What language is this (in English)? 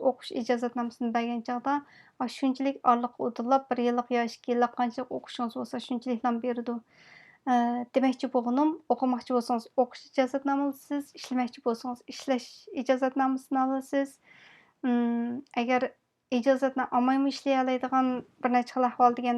Uyghur